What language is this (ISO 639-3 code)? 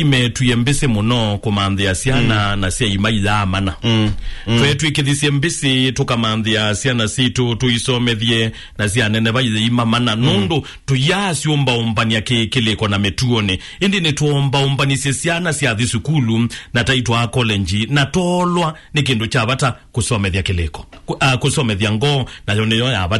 kam